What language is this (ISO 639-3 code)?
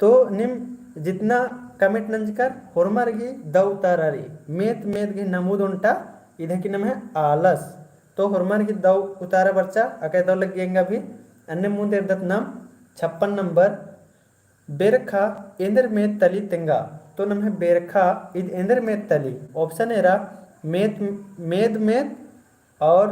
kru